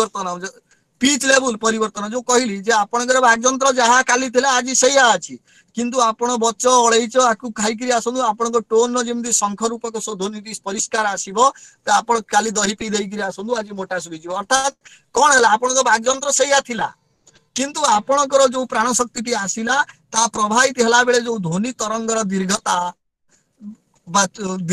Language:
Odia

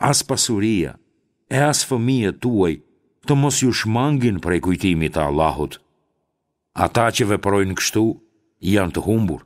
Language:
Albanian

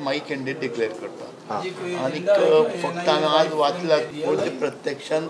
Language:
Konkani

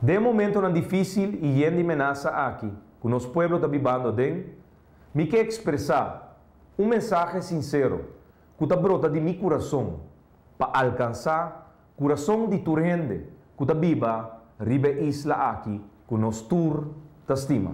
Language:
Papiamento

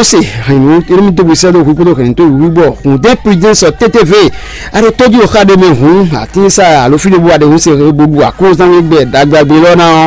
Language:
Fon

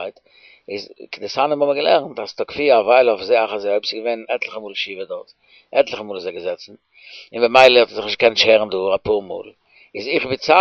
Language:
Yiddish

